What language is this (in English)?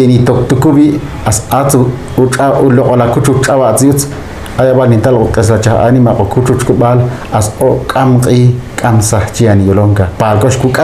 Ixil